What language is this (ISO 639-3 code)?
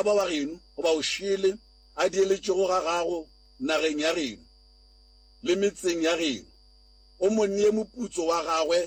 nso